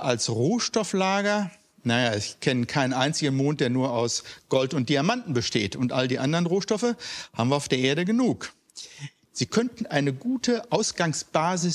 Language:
German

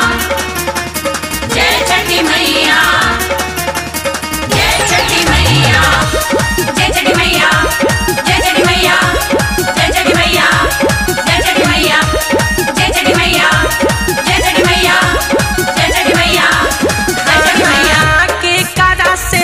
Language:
Bhojpuri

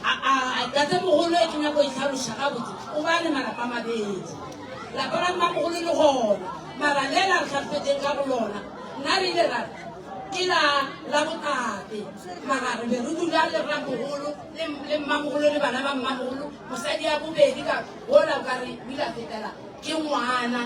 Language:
Northern Sotho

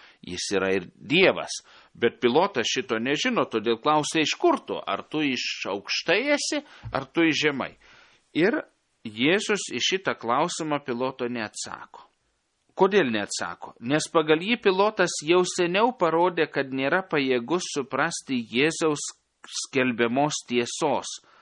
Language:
Lithuanian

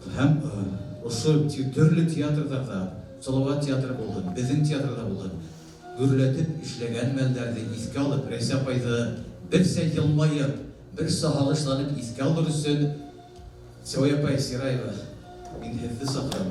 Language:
Bashkir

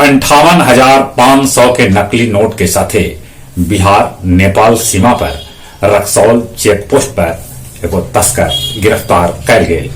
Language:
Magahi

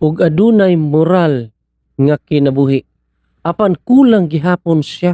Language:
Cebuano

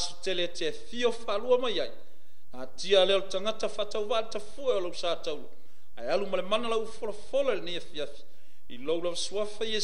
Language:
Samoan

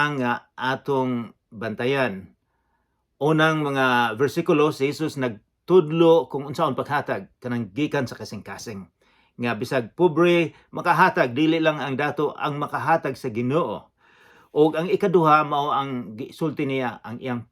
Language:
Cebuano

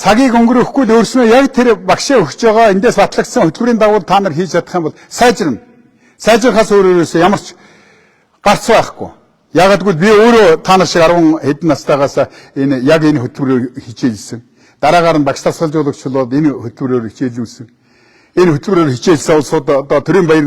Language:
Mongolian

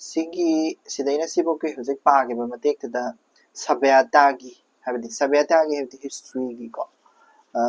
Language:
Manipuri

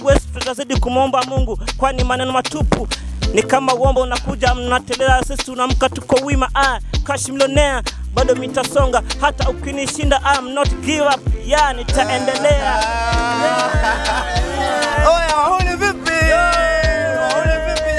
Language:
Swahili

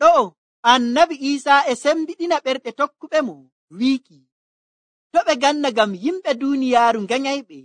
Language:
Nigerian Fulfulde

